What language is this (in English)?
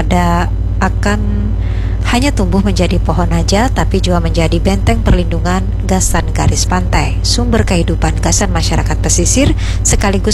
Banjar